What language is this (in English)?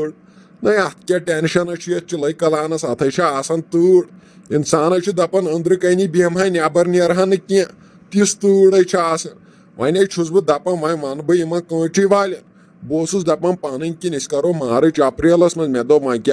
Kashmiri